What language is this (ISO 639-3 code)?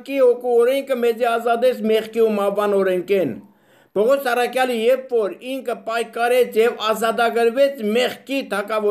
hye